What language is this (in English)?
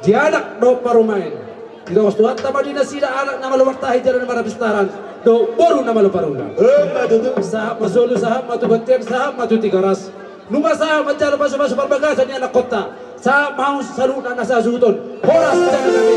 Batak Toba